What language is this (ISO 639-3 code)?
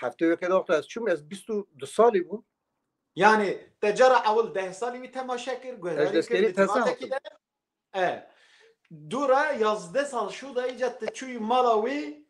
kur